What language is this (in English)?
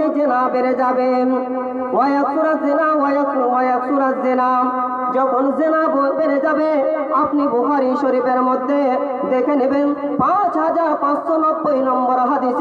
Bangla